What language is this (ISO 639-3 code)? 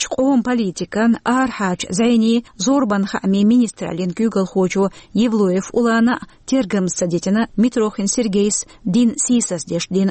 che